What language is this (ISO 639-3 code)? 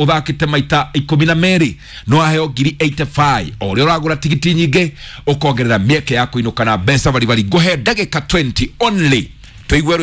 kik